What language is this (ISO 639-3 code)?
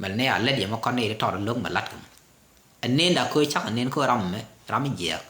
nus